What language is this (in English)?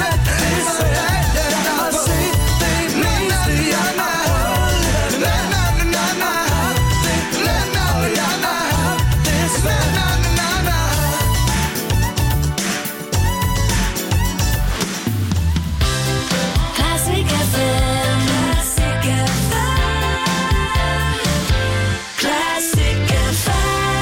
Danish